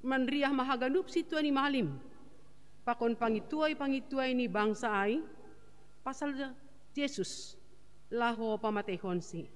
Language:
Batak Simalungun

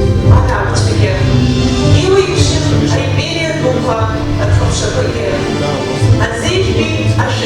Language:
Abkhazian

